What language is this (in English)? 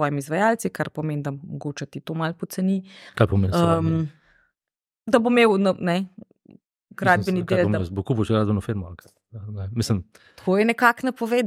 Slovenian